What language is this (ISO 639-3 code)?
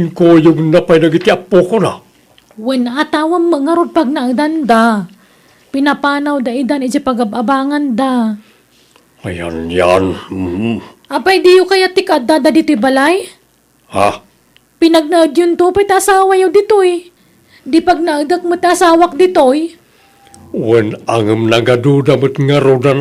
ilo